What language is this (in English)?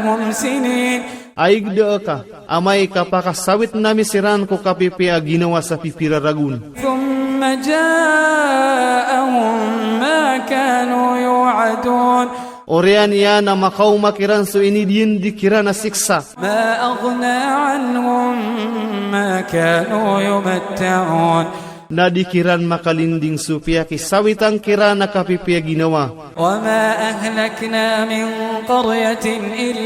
Iranun (Philippines)